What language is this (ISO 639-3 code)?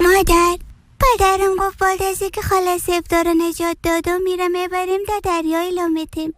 fas